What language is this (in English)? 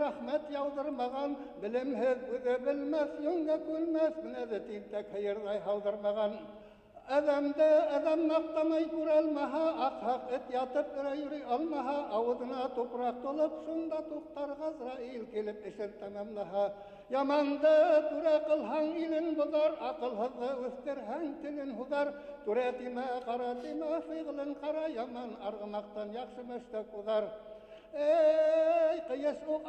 Bashkir